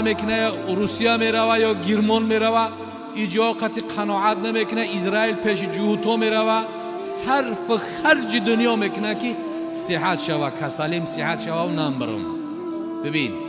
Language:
Tajik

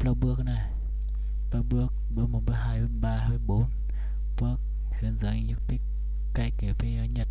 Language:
Hmong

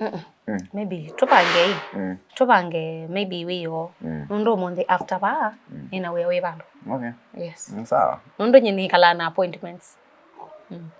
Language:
Kamba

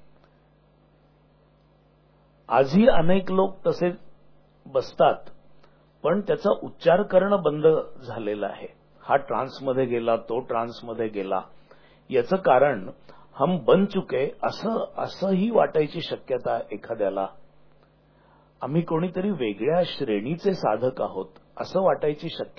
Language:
Marathi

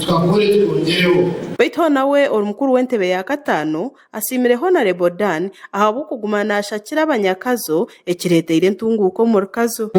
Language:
Nyankole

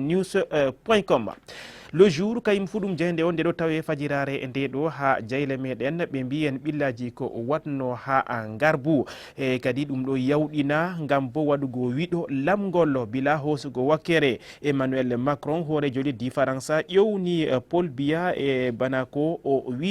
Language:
Fula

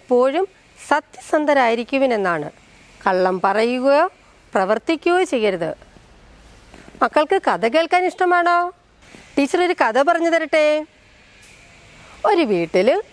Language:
Malayalam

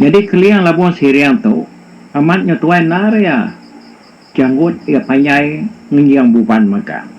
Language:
Iban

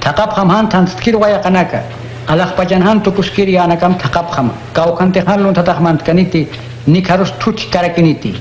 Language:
Aymara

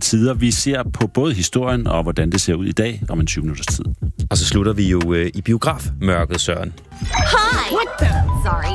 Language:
Danish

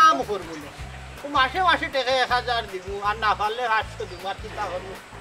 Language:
Sylheti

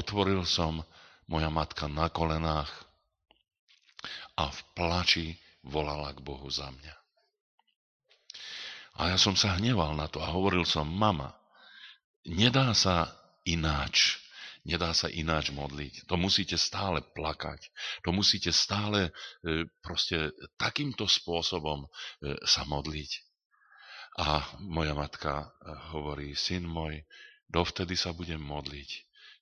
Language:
Slovak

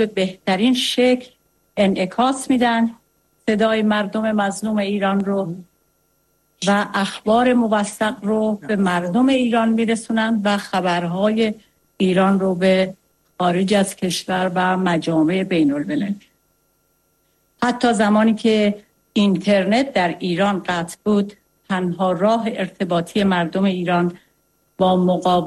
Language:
Persian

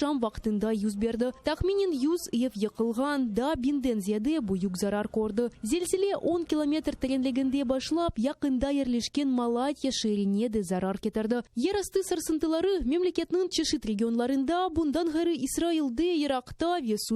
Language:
Crimean Tatar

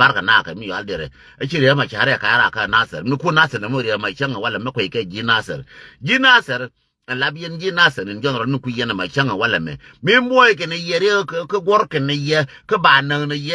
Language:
Nuer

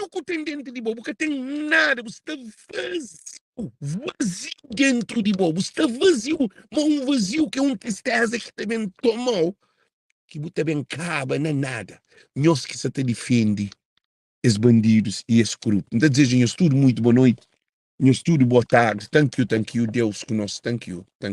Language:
Kabuverdianu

